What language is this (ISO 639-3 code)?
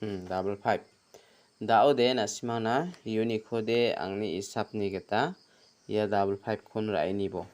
grt